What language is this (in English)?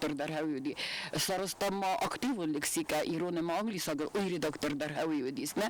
Ossetic